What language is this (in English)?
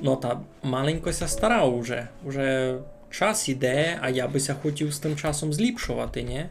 Rusyn